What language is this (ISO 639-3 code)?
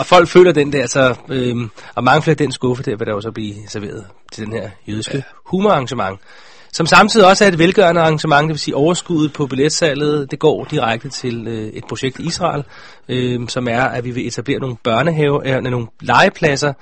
dan